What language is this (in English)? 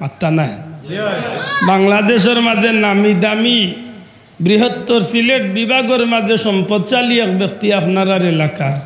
Sylheti